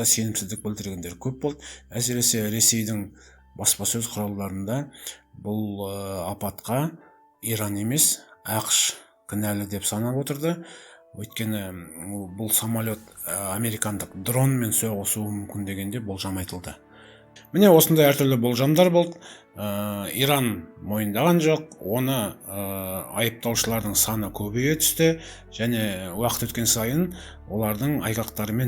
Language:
Kazakh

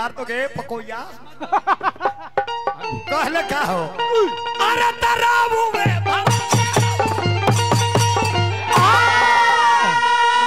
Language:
Bhojpuri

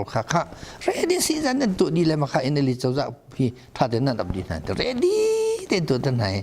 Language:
Hakha Chin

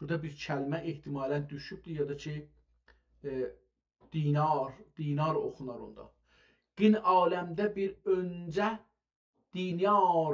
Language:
South Azerbaijani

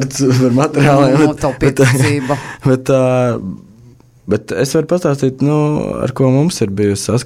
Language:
Latvian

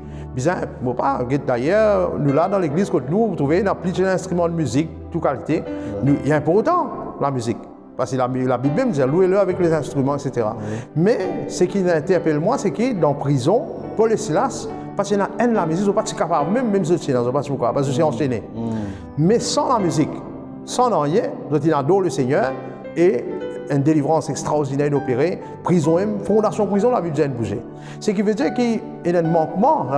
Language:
Morisyen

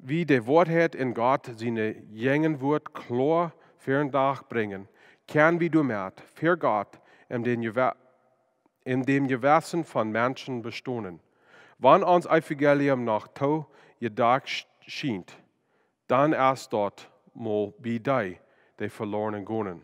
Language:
Plautdietsch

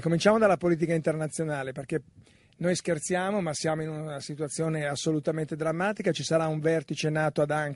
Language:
Italian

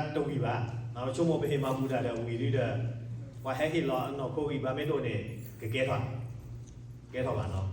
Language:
S'gaw Karen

